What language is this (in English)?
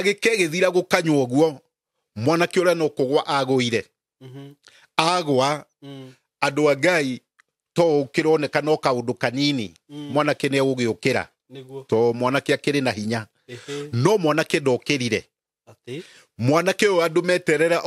Kikuyu